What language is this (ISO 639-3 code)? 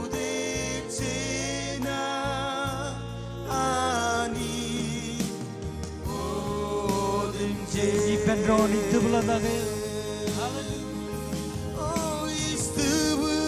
mah